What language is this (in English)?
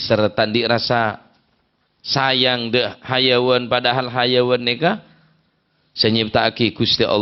Madurese